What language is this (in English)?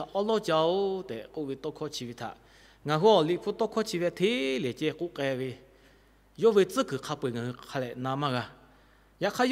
Lahu